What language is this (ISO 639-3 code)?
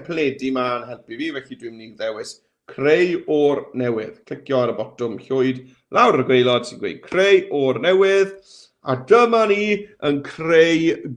cym